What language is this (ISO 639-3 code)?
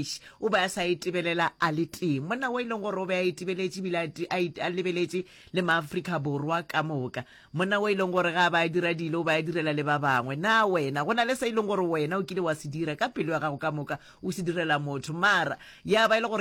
nso